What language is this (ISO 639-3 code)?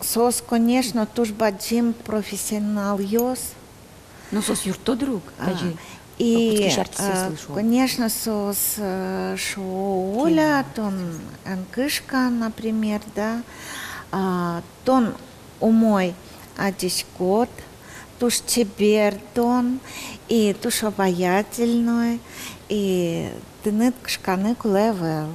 udm